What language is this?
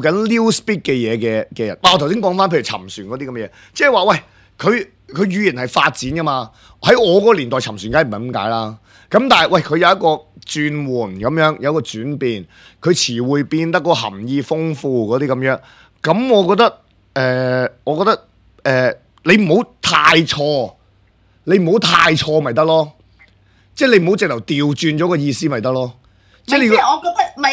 Cantonese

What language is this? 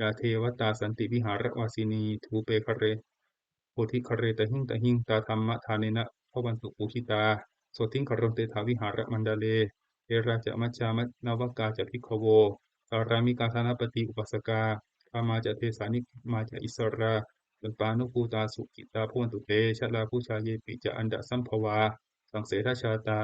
Pali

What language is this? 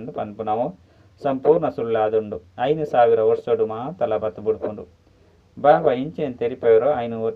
Tulu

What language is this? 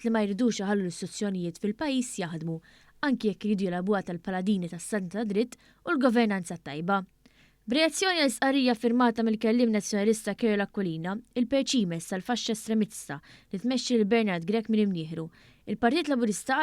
Maltese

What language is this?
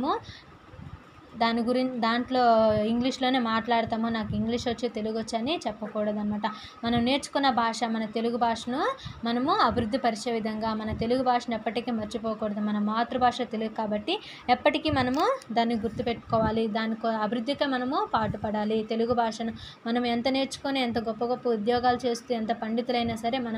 Telugu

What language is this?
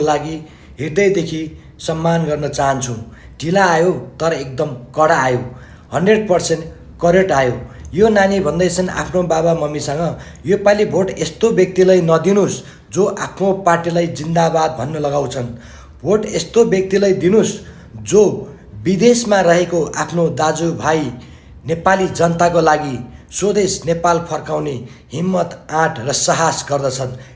Nepali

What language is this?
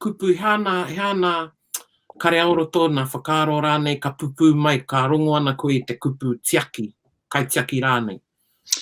Māori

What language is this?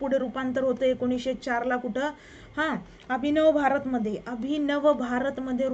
Marathi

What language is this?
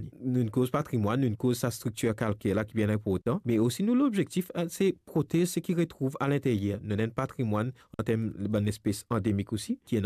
Morisyen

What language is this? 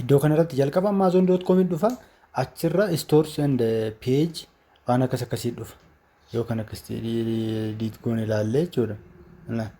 Oromo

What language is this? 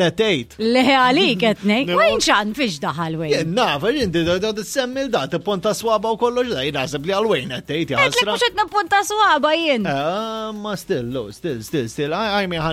Maltese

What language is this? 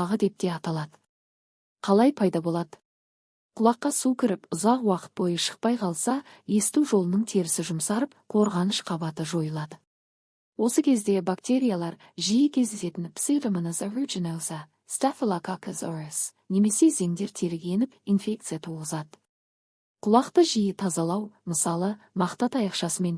Kazakh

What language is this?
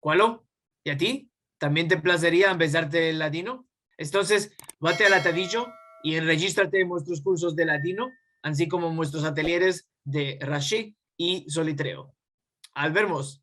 Ladino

